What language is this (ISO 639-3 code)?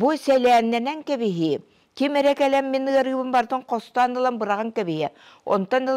sah